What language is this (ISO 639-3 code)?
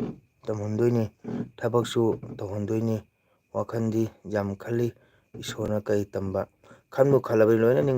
mni